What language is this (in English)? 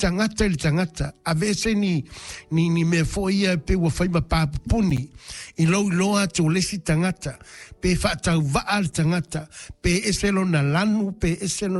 Samoan